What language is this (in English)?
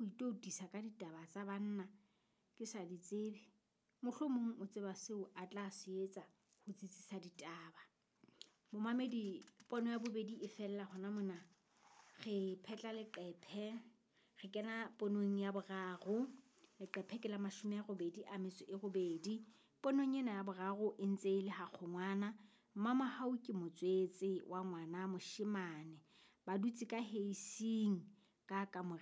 Southern Sotho